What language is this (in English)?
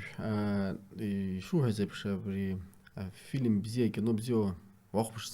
Abkhazian